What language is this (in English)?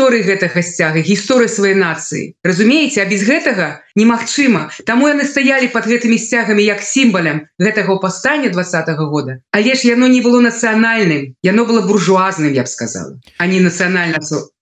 Belarusian